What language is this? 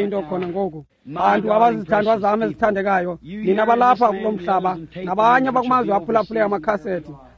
Xhosa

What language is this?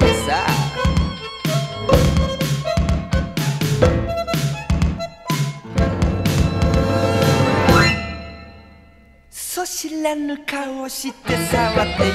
Japanese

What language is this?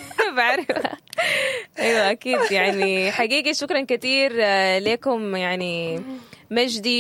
Sudanese Arabic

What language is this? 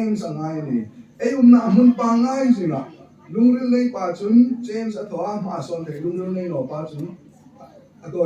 Hmar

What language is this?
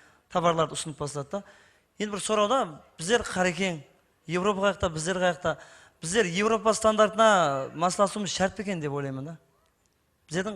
Kara-Kalpak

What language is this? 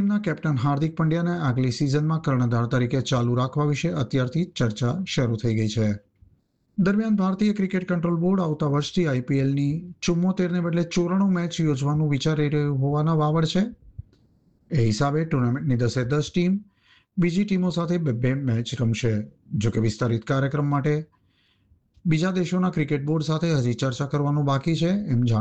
Gujarati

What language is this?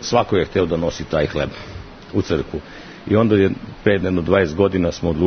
Serbian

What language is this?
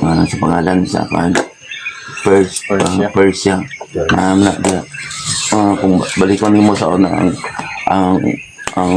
Cebuano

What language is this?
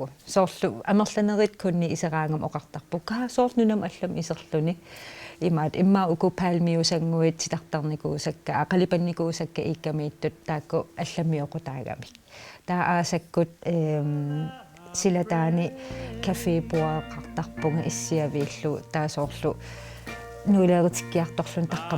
Kalaallisut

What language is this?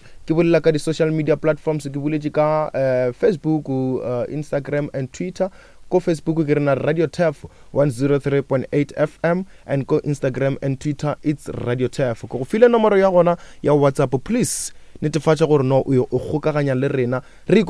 Northern Sotho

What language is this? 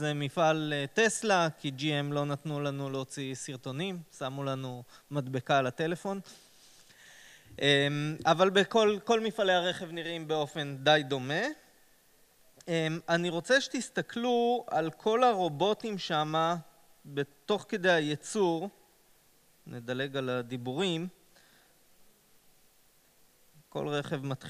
Hebrew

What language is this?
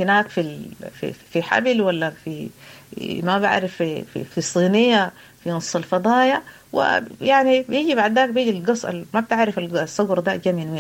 Sudanese Arabic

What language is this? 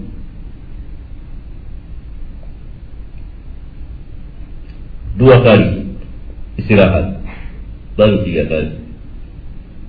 Indonesian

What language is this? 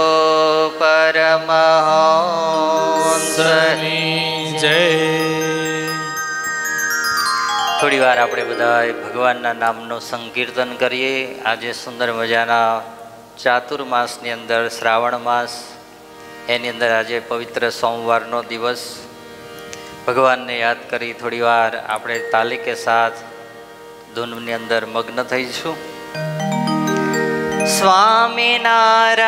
Gujarati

